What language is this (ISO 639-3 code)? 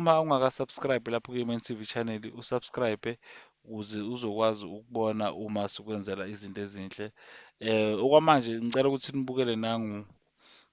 zul